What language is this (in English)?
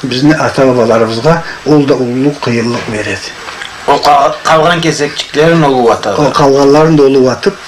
Karachay-Balkar